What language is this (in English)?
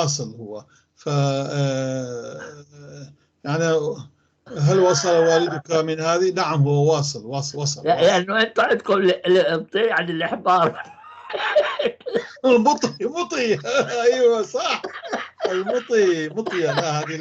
North Levantine Arabic